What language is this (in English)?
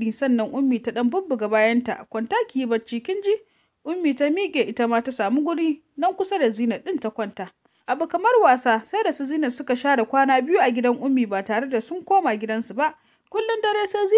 Hausa